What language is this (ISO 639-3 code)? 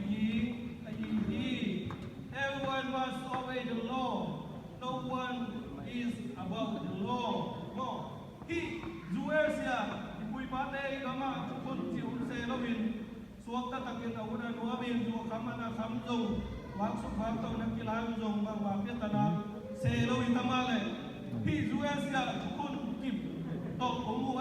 ctd